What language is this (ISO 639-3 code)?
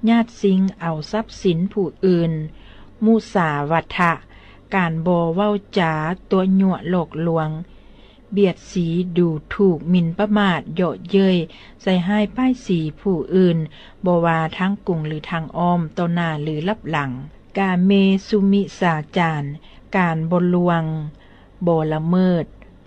lao